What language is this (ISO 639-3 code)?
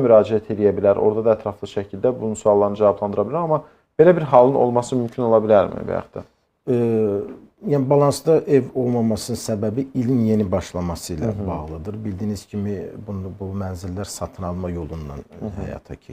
aze